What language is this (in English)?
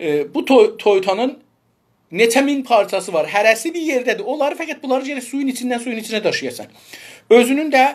South Azerbaijani